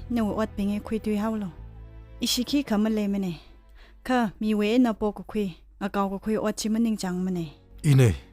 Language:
Tangkhul Naga (India)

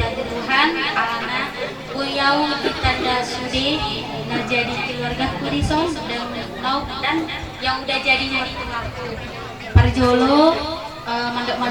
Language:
Batak Toba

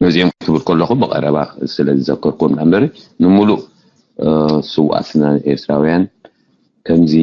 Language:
Tigrinya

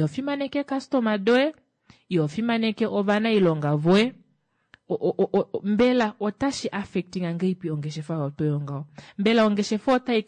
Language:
Kuanyama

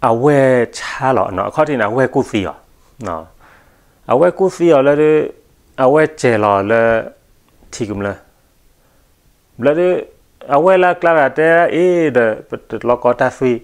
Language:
S'gaw Karen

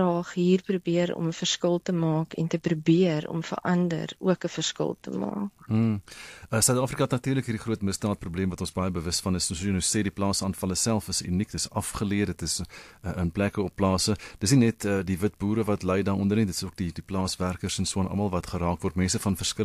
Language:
Afrikaans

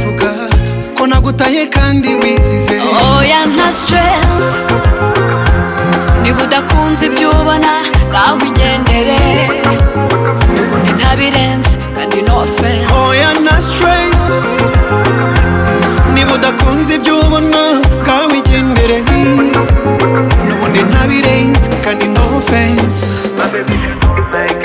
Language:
Kinyarwanda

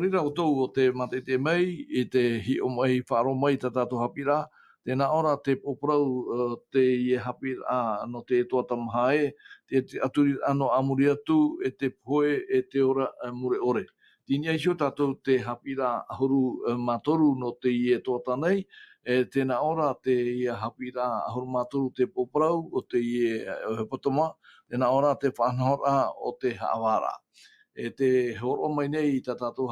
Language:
Tahitian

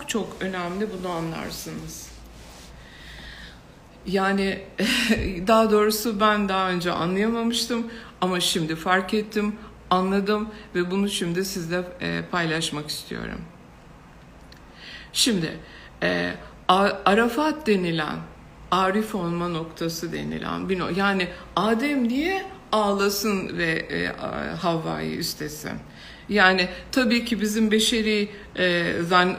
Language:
Turkish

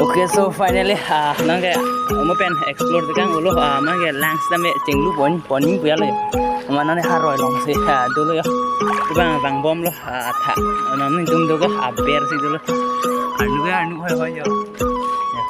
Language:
Karbi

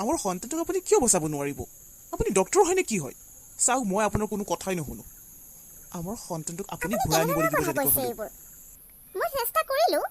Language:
Assamese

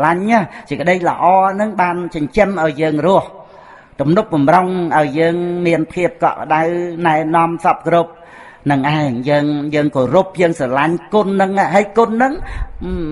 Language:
Khmer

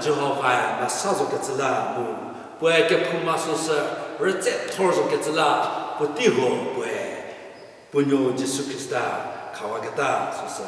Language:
Angami Naga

